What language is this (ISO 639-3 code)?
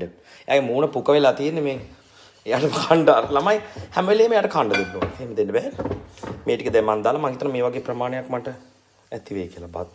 sin